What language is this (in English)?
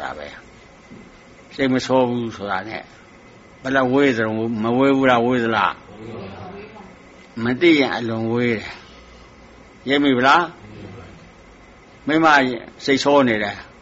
Burmese